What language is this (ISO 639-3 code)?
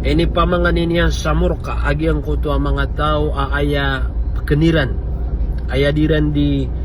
mrw